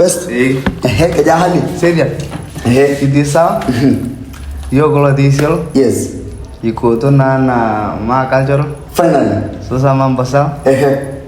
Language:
Masai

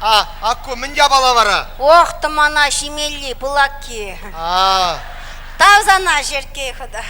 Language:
Chuvash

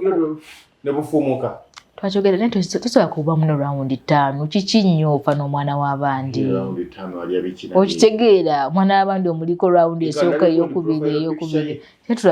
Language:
Ganda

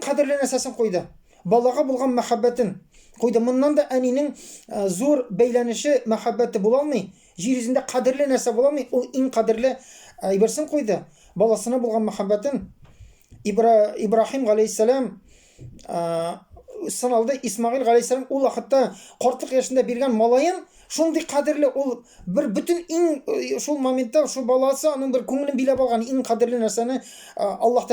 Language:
Tatar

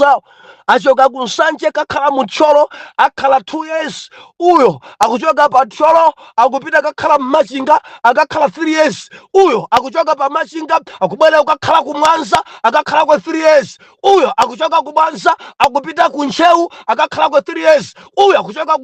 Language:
Nyanja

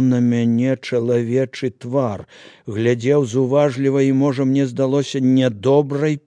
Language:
Belarusian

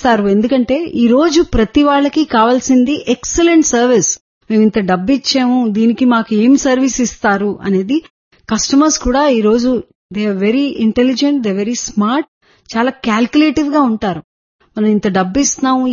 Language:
Telugu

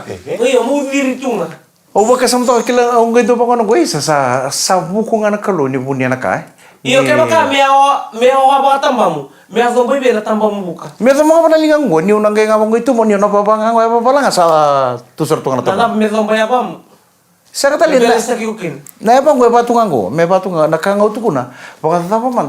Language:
Fijian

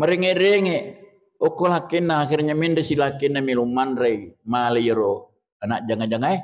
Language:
Buginese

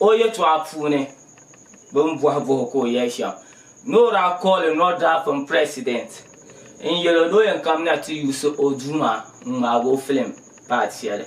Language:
Dagbani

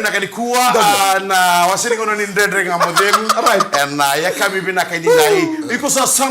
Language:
Fijian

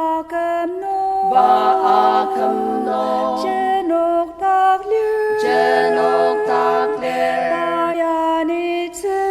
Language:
Ao Naga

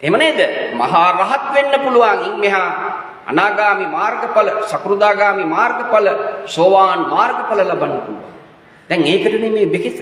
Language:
Sinhala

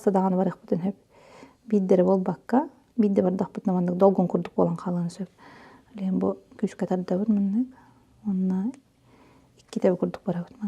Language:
Yakut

